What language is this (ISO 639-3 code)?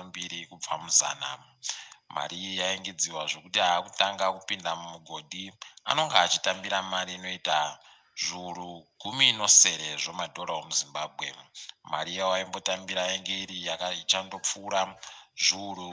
ndc